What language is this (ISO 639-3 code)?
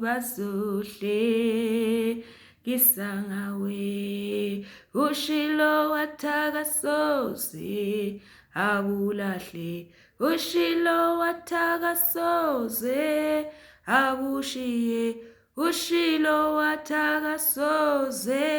zul